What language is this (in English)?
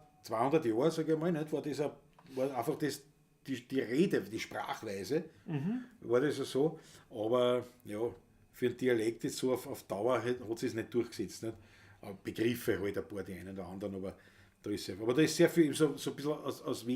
Bavarian